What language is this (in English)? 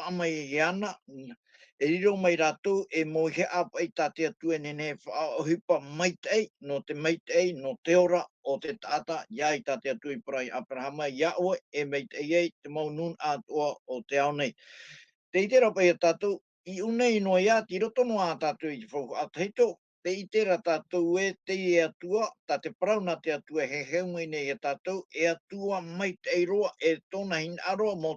Tahitian